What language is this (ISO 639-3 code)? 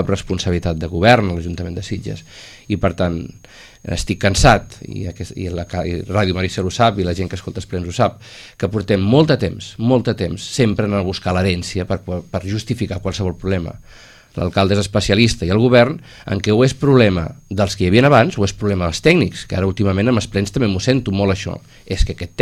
cat